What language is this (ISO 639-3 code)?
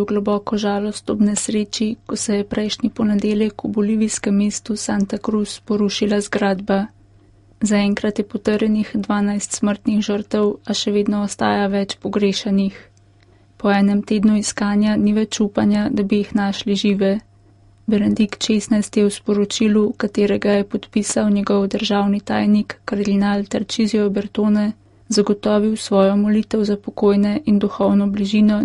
slv